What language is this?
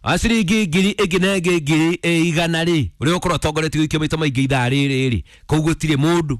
Kikuyu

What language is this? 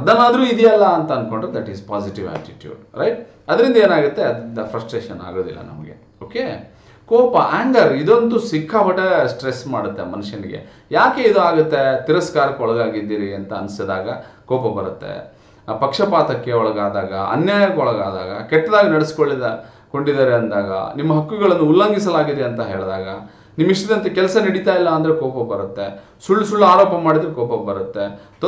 Kannada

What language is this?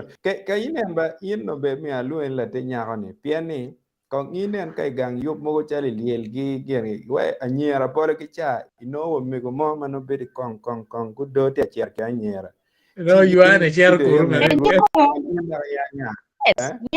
Acoli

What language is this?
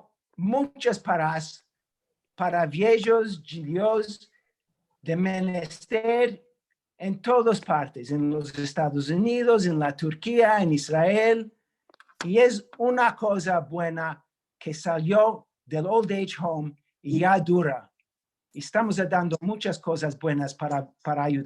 Ladino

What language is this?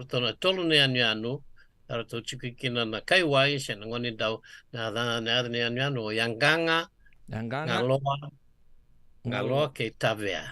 Fijian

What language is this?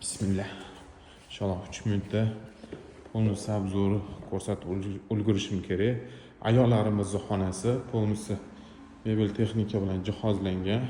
Uzbek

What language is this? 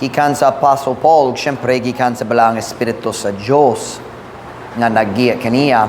Cebuano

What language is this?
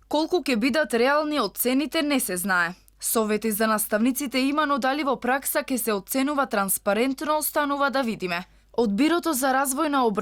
Macedonian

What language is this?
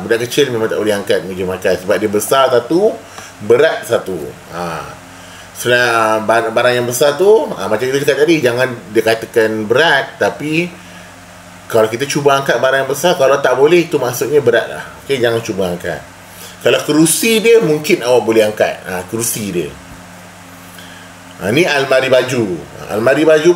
Malay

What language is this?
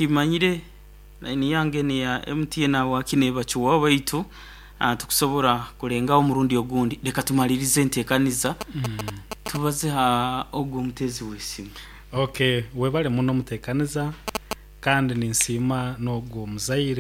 Nyoro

